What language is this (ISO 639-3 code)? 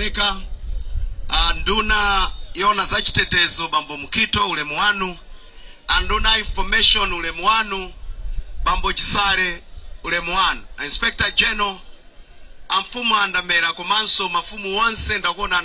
nya